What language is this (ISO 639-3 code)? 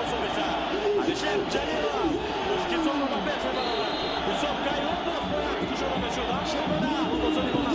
tgk